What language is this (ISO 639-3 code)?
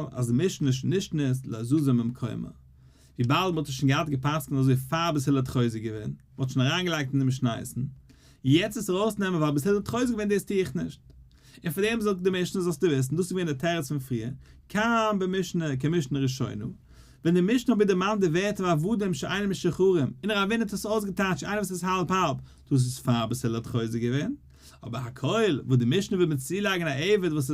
yid